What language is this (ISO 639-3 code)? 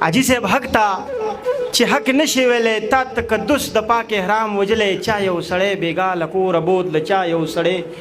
pus